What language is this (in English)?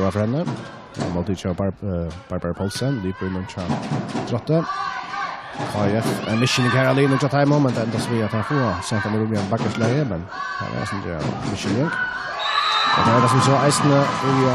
Faroese